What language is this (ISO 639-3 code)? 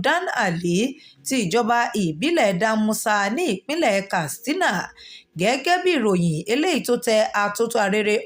yor